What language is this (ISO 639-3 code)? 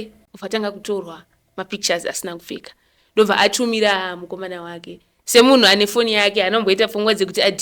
sna